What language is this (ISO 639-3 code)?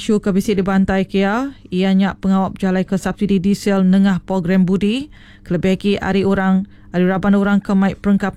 iba